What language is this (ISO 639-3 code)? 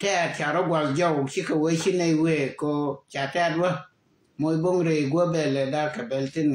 nus